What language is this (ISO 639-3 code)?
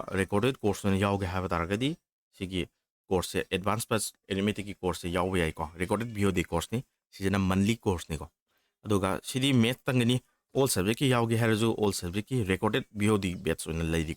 mni